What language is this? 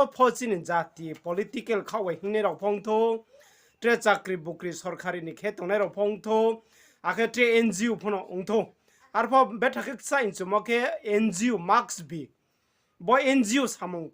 Riang (India)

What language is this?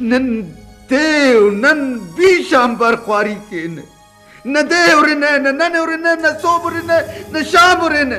Brahui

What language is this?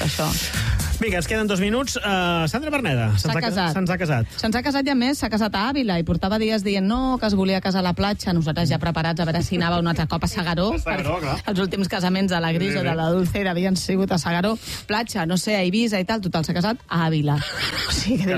Catalan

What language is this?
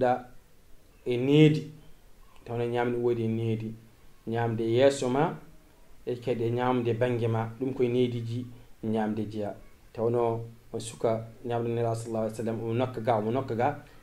Fula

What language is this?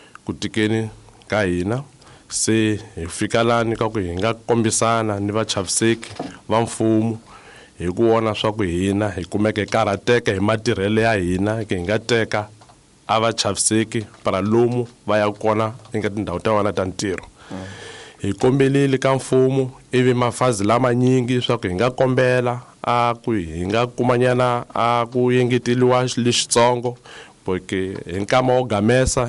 Tsonga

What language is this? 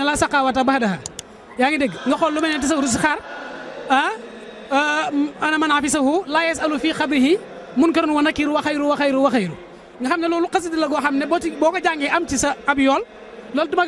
Wolof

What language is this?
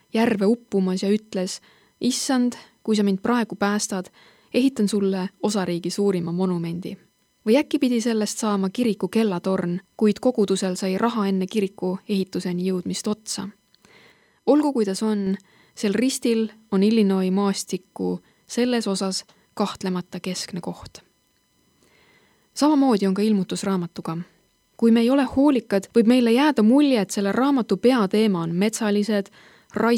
Estonian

